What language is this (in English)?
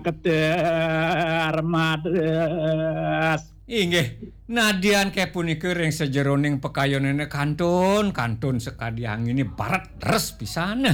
Balinese